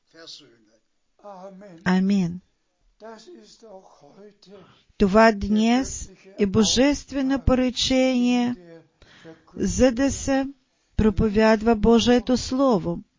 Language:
Bulgarian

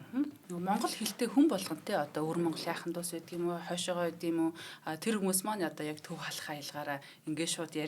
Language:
Mongolian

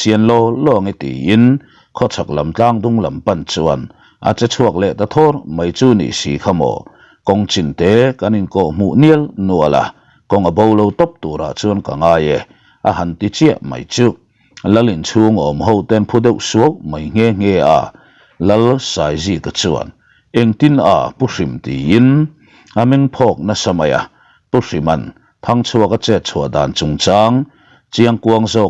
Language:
Mizo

